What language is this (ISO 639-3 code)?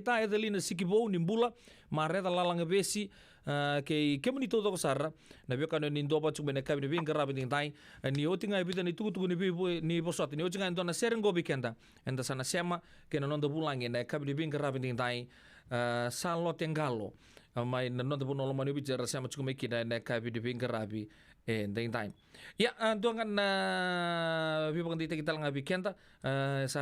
fij